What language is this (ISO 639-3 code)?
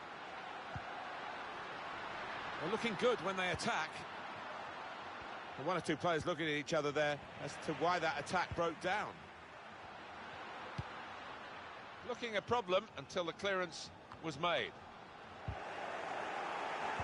eng